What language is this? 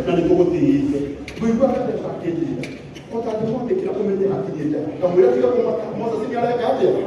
Kikuyu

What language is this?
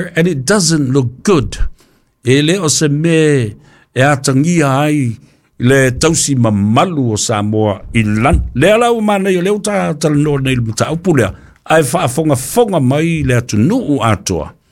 Samoan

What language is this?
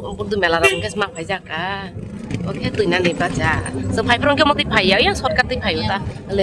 Kok Borok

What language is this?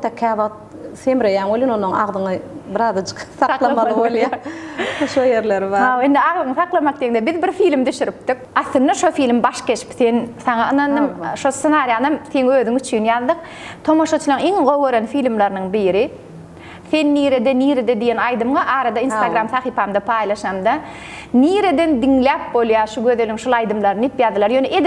Turkmen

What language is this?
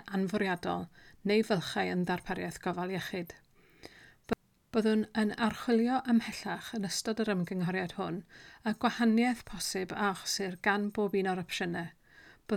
Welsh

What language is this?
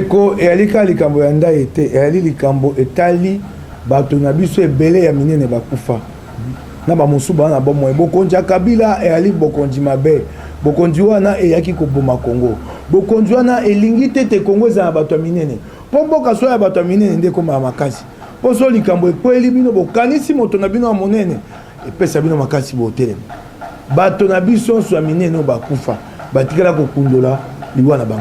Lingala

